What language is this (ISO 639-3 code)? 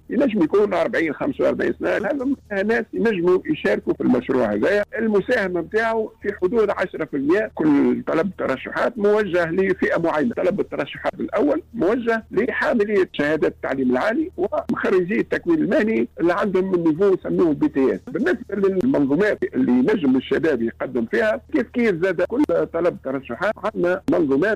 aeb